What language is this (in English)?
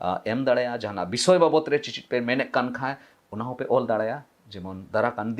Santali